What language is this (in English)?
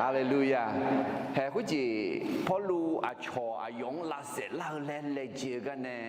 Akha